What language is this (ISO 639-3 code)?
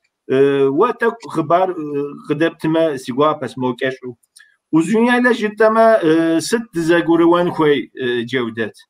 kbd